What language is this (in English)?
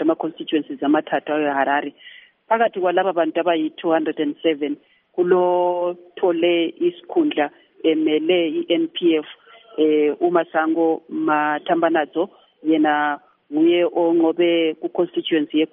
North Ndebele